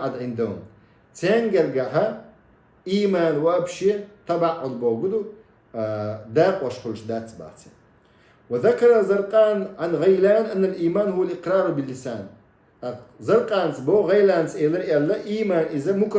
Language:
Chechen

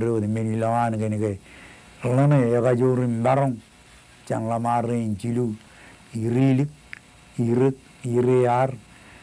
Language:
Marshallese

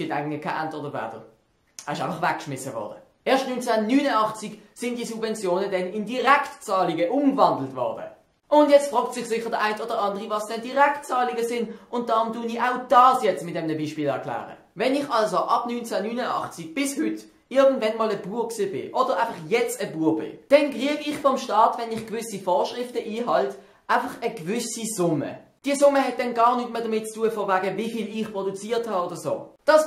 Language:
Swiss German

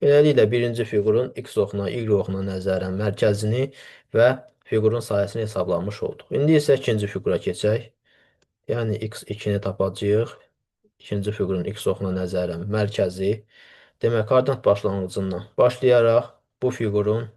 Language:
Azerbaijani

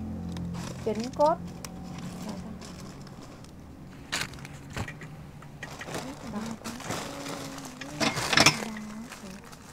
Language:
Vietnamese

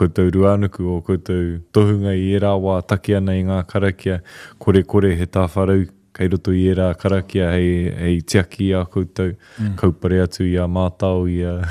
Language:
Māori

